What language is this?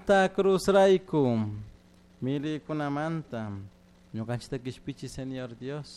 Chimborazo Highland Quichua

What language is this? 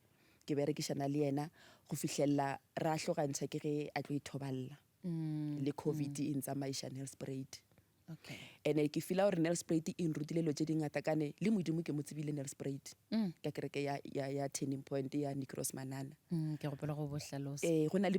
Northern Sotho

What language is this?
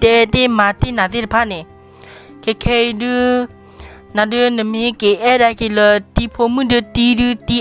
S'gaw Karen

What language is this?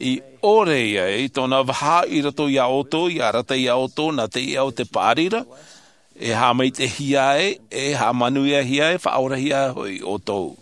Tahitian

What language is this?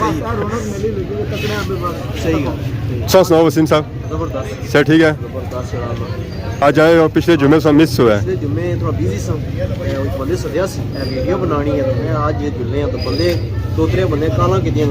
Pahari-Potwari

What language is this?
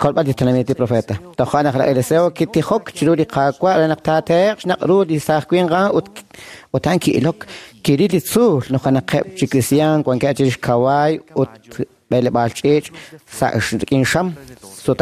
Kekchí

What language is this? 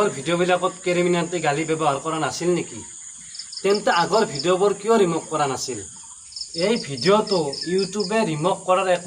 Assamese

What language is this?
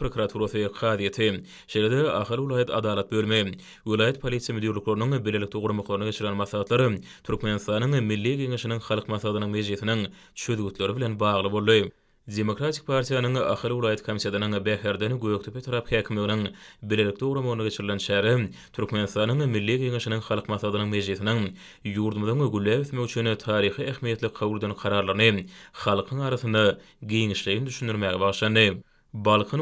Turkmen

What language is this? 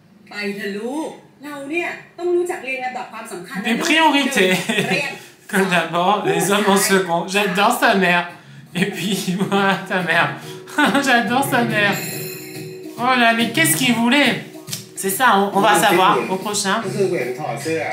French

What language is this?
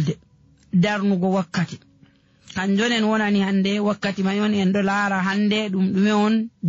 Nigerian Fulfulde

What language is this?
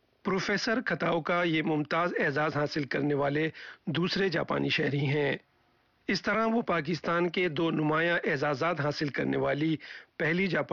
Urdu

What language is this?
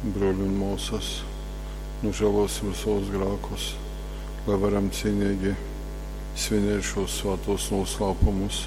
Latgalian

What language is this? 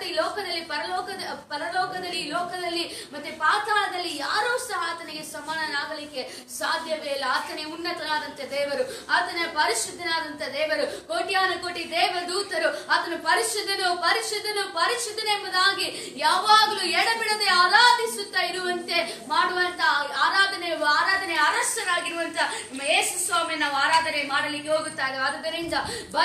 Kannada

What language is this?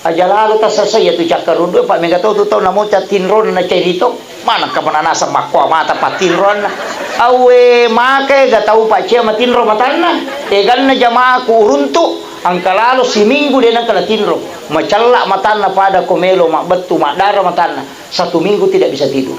Buginese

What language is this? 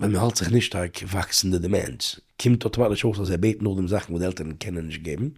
Yiddish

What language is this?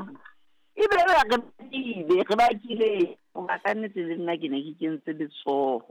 Southern Sotho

